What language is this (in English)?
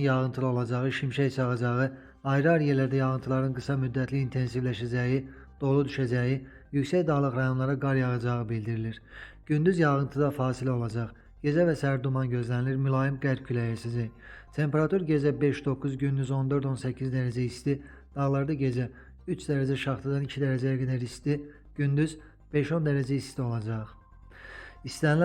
Azerbaijani